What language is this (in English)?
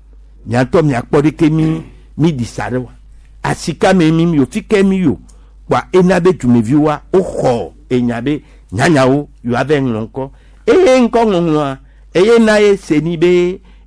Gen